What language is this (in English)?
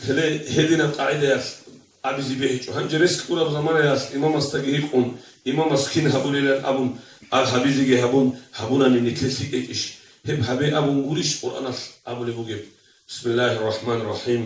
Avaric